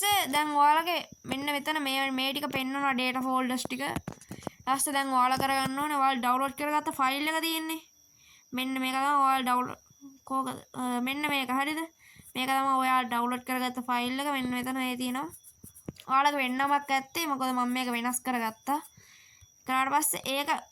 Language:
Sinhala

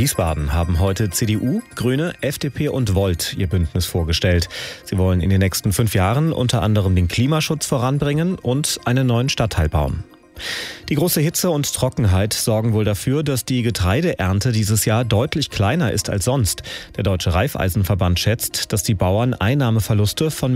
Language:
German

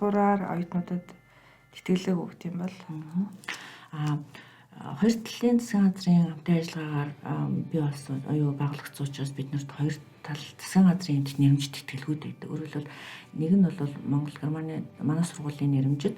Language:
Mongolian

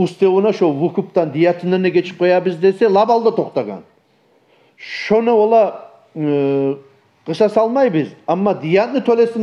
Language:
Kumyk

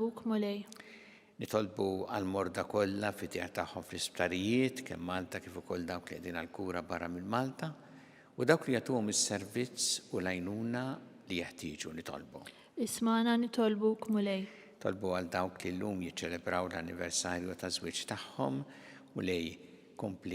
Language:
Maltese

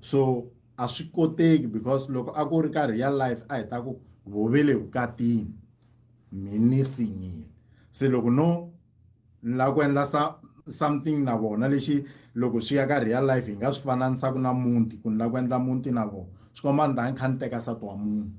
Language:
Tsonga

